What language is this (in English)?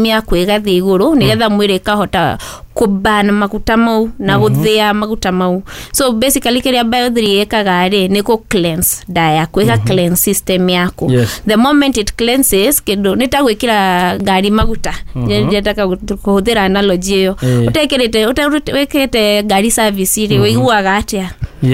Kikuyu